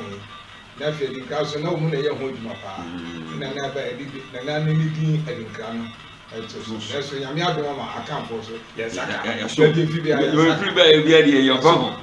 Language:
Akan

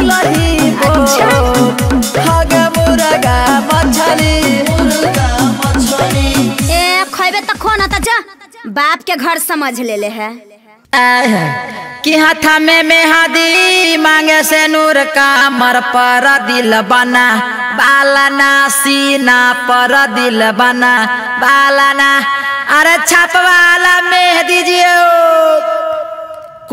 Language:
Bhojpuri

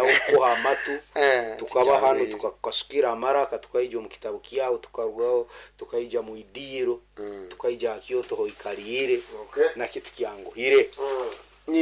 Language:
Nyankole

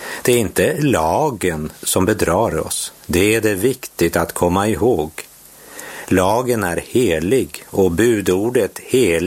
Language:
Swedish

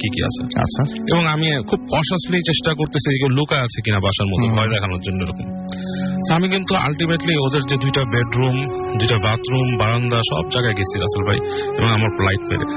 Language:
Bangla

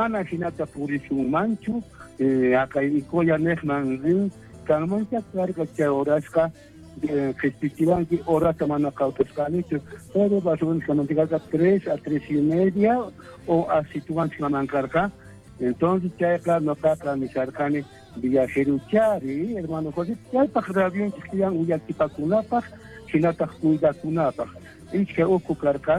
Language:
South Bolivian Quechua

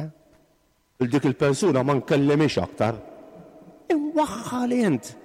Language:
Maltese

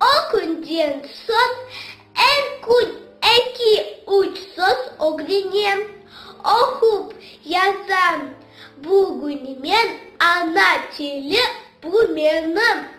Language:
Crimean Tatar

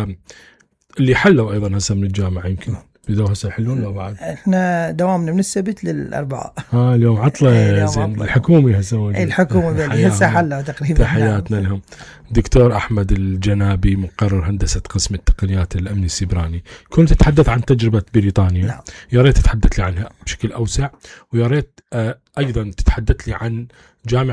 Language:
Mesopotamian Arabic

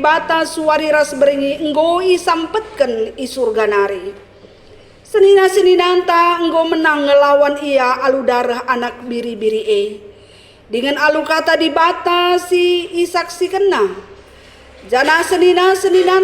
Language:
Batak Karo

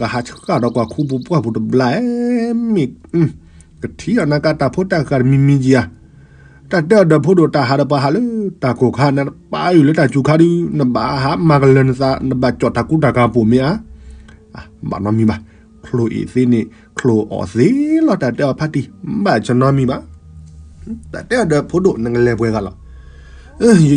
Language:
S'gaw Karen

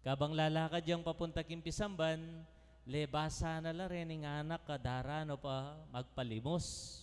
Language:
Pampanga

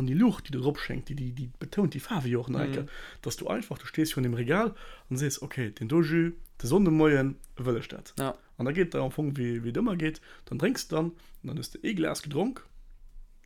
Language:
Luxembourgish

